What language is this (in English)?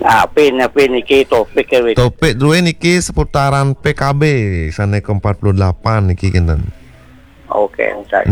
Balinese